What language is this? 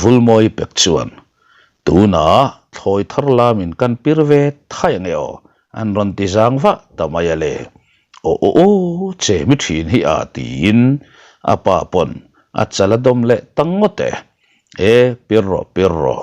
Mizo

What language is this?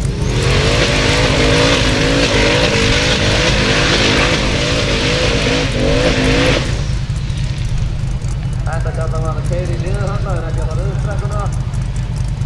Icelandic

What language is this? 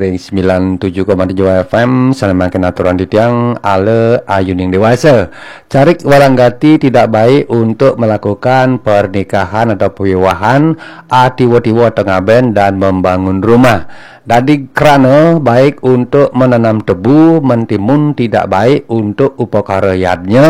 Balinese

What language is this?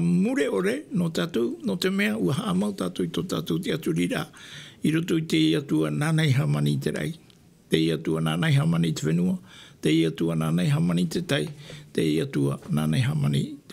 Tahitian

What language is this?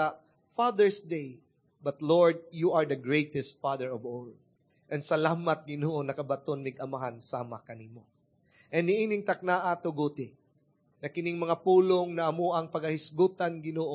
Cebuano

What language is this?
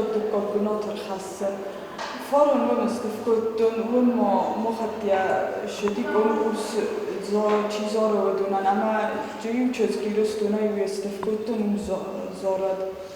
Ossetic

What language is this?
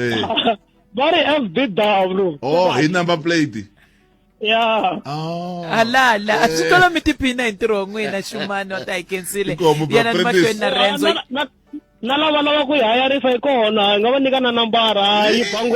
Tsonga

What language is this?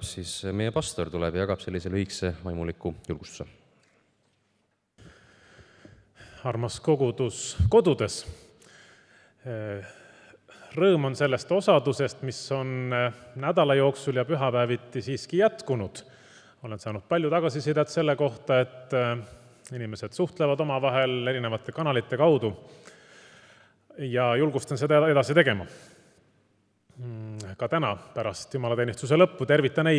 Estonian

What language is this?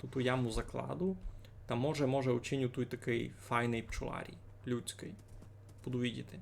Rusyn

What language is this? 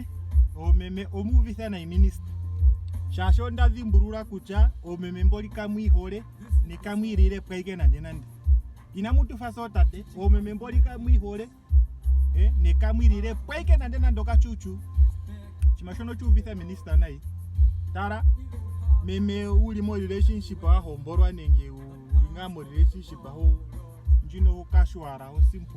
Ndonga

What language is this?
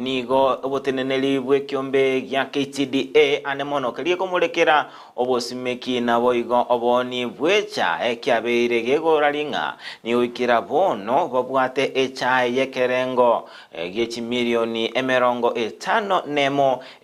Gusii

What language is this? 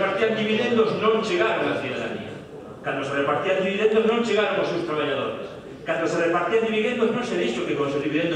Galician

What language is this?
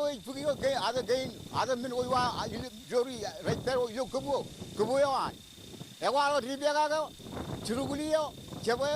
Marshallese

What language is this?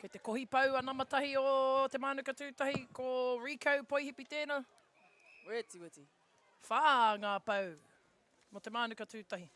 Māori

